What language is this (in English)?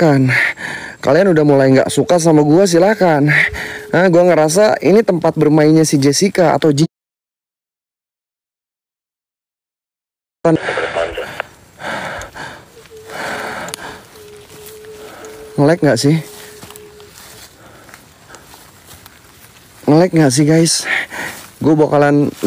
Indonesian